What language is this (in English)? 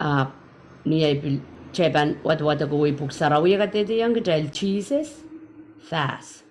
Pohnpeian